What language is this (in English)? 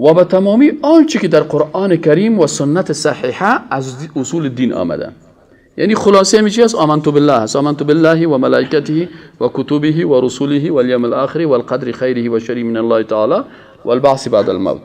Persian